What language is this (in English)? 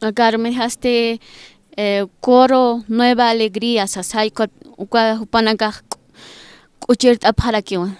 Aymara